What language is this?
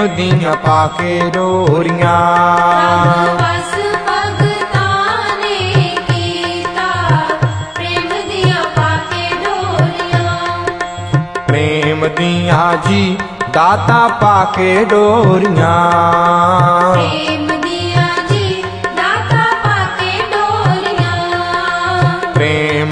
Punjabi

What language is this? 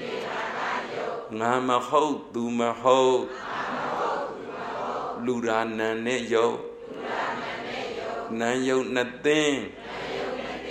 Burmese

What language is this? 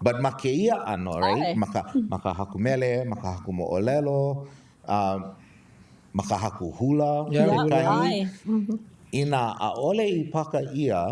Hawaiian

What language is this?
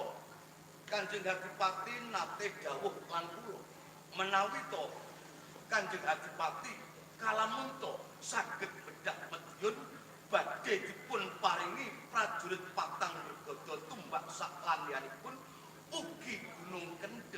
Javanese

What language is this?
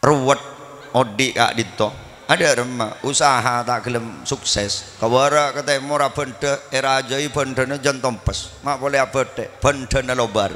Madurese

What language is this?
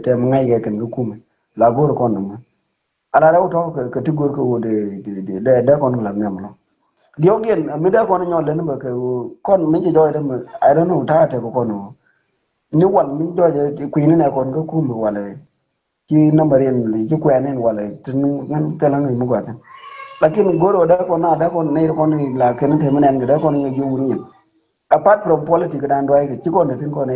Nuer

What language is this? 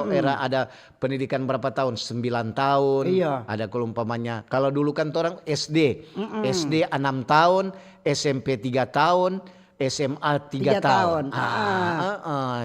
Manado Malay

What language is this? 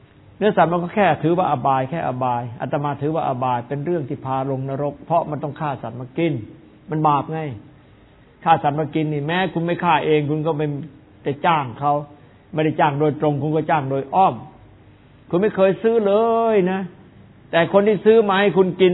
Thai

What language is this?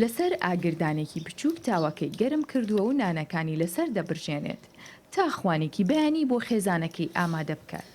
Central Kurdish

